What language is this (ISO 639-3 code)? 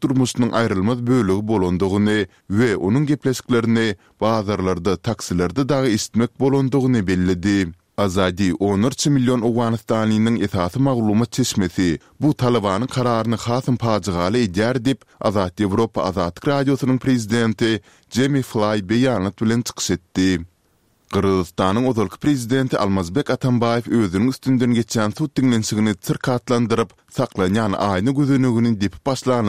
tuk